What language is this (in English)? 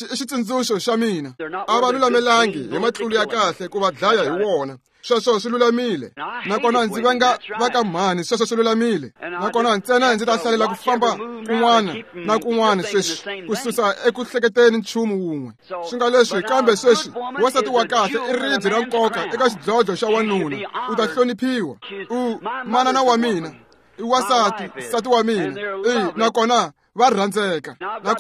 Tsonga